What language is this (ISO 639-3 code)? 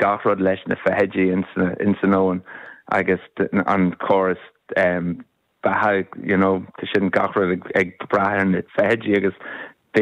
gle